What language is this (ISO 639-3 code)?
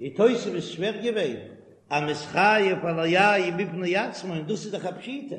yid